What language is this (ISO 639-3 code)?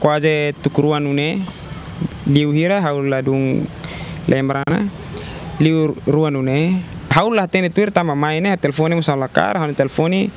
tet